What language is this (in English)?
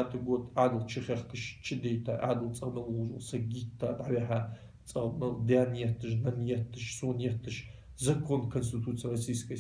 Ingush